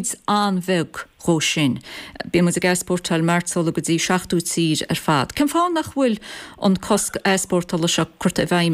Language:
Irish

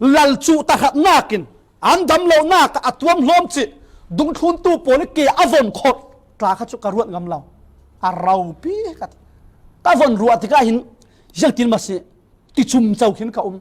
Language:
Falam Chin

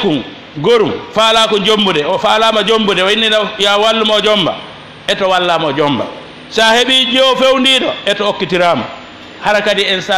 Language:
Fula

